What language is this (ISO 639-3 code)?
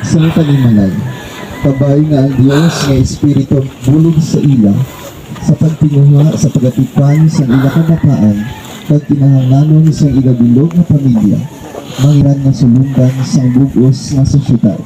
hil